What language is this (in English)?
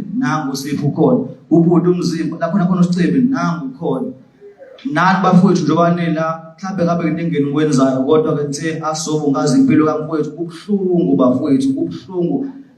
Zulu